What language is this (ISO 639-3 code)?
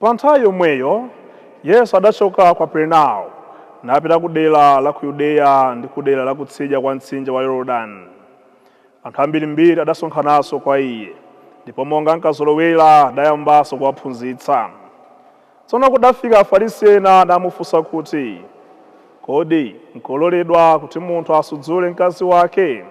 nya